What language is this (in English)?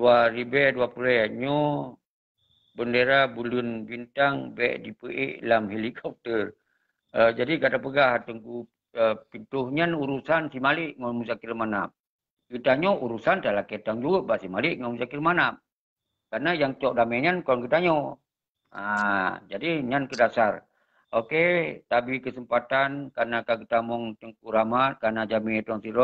Achinese